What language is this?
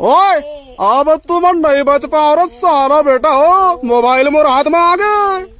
Chhattisgarhi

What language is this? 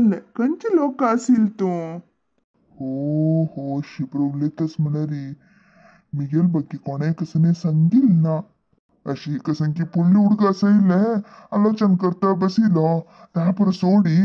Konkani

